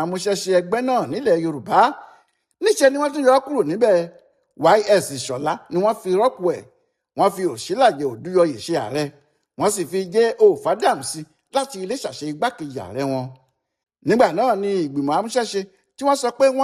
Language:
Yoruba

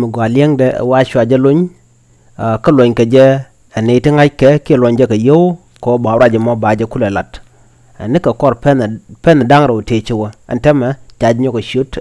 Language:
Nuer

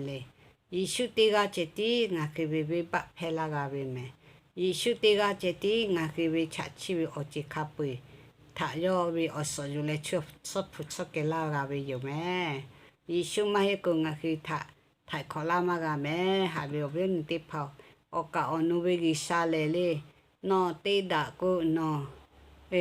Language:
Lahu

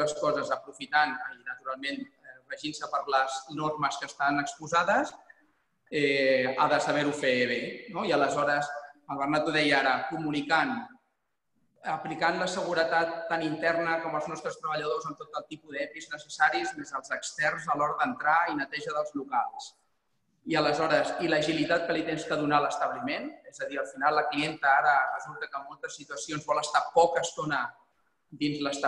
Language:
Catalan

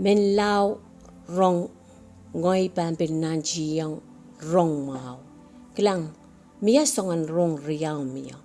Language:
Pohnpeian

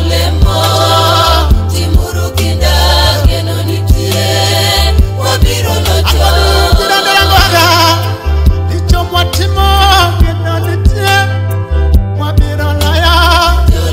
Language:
Luo (Kenya and Tanzania)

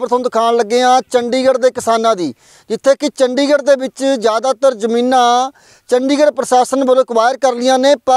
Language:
Punjabi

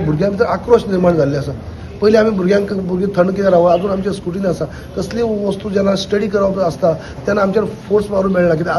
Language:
Konkani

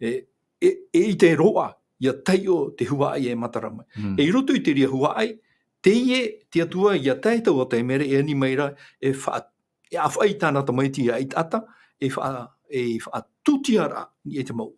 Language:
Tahitian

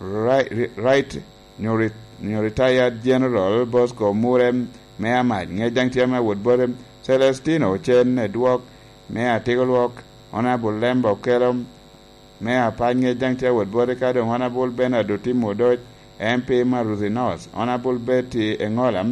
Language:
Lango (Uganda)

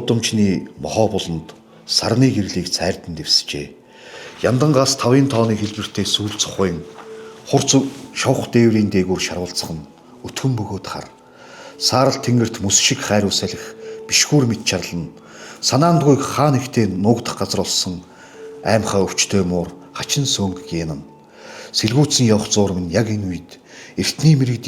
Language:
Mongolian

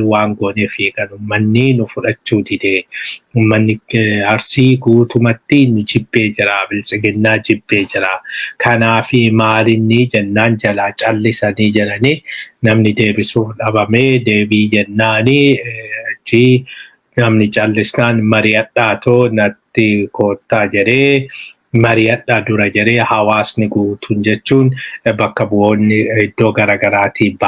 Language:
Oromo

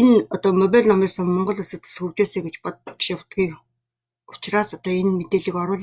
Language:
Mongolian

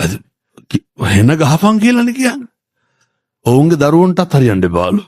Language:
Sinhala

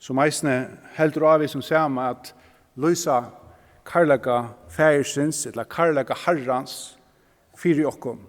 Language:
Faroese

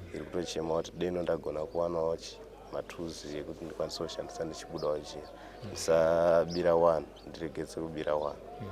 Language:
Shona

